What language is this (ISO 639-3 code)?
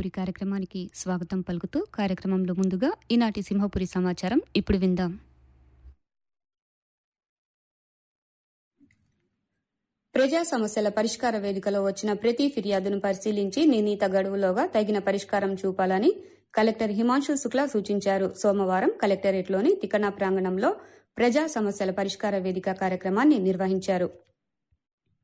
tel